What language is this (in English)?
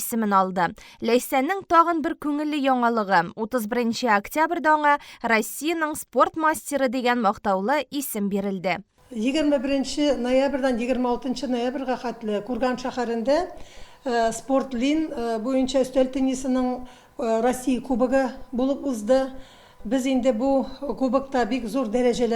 Tatar